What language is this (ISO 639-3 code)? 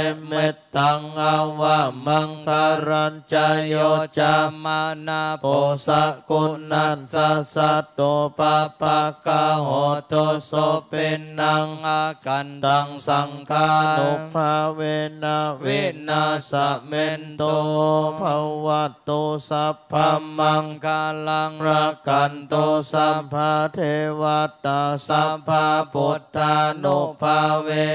pli